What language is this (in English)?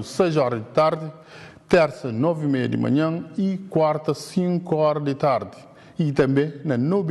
Kabuverdianu